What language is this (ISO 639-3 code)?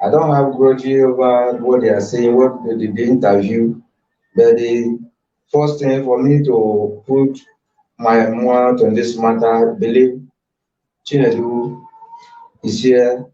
pcm